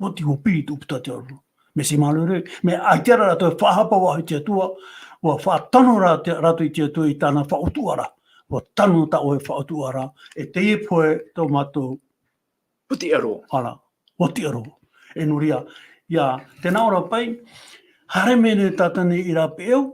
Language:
Tahitian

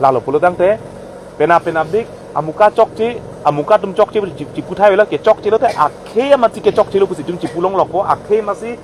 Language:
Karbi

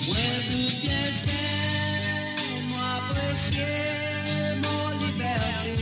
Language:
Morisyen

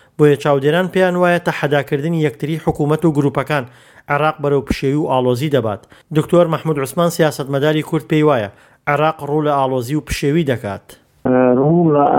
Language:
Central Kurdish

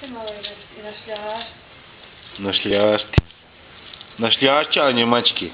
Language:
Bosnian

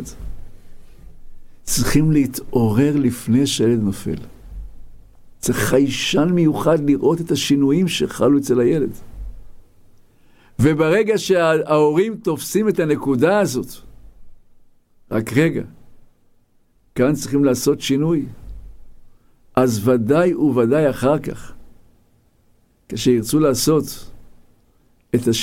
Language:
Hebrew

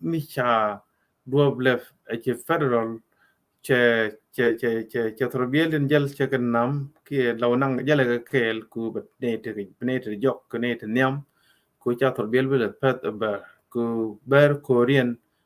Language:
Nuer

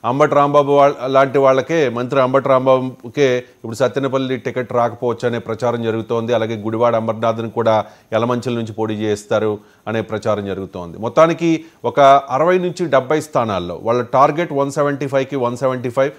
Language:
Telugu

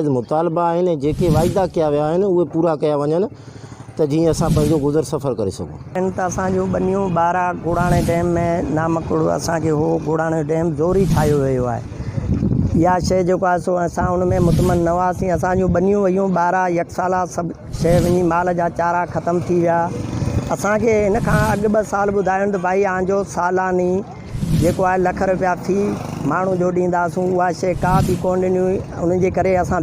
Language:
Sindhi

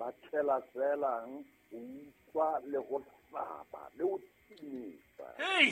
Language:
Southern Sotho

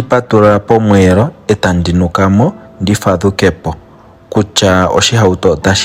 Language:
Ndonga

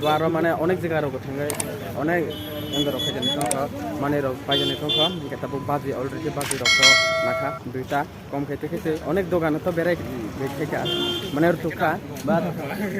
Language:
Kok Borok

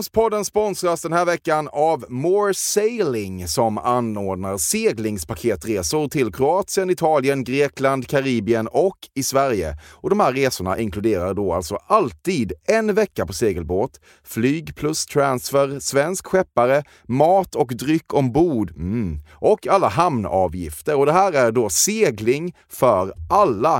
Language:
Swedish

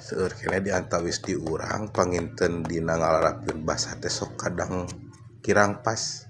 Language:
Sundanese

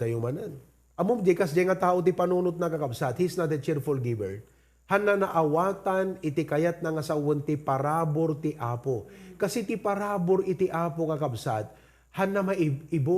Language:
Iloko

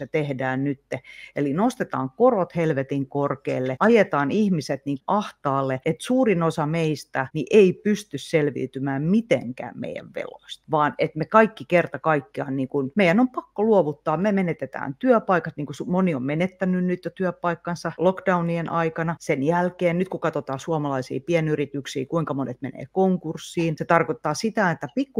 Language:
Finnish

